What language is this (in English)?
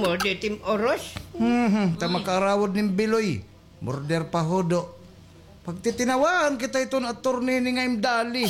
Waray